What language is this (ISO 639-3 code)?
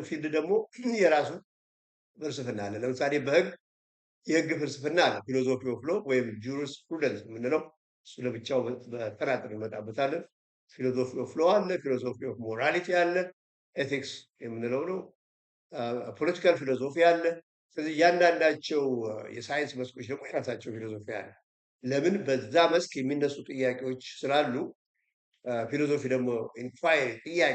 amh